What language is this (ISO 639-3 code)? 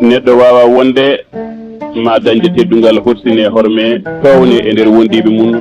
ful